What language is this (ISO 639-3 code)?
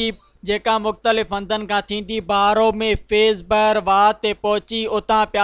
snd